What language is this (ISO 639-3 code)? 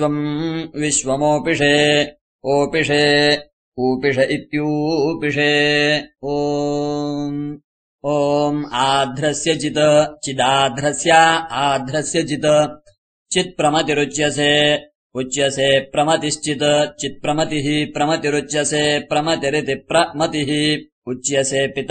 san